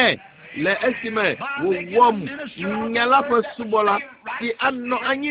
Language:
Ewe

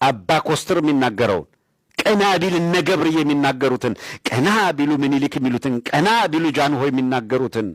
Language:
Amharic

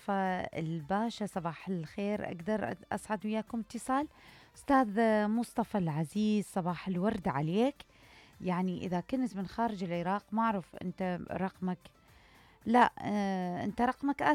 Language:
Mesopotamian Arabic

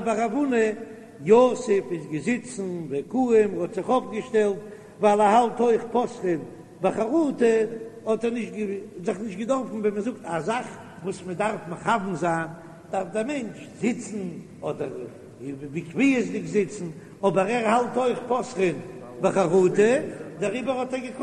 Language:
Yiddish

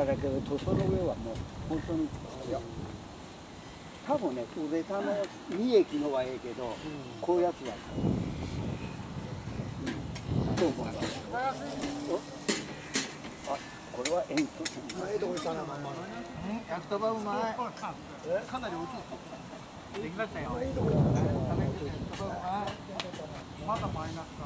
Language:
Japanese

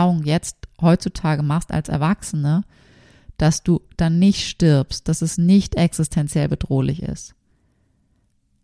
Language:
German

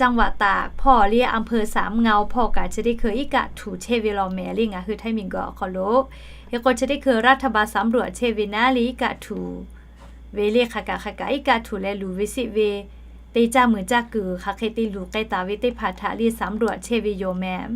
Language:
Lahu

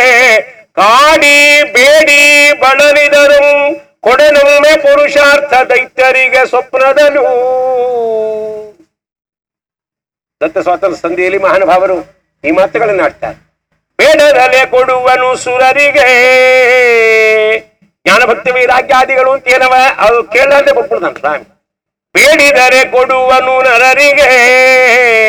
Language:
Kannada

